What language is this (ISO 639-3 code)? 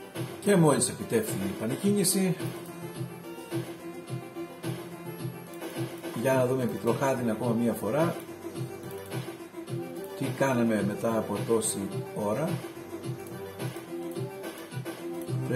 ell